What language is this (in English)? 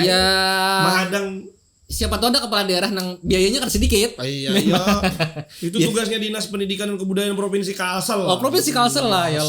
Banjar